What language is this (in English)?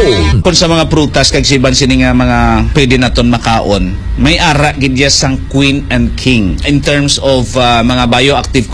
Hiligaynon